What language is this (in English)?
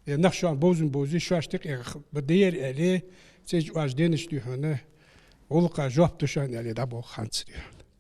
Ingush